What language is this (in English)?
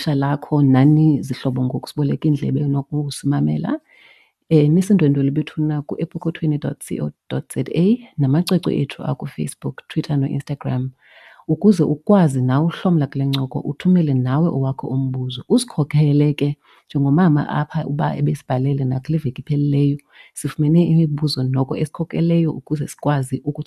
Xhosa